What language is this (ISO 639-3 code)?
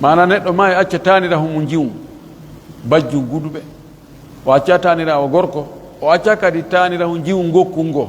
fuf